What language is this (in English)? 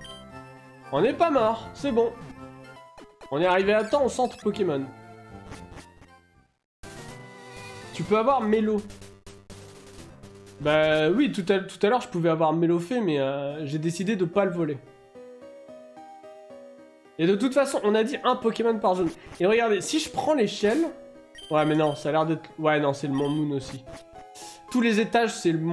French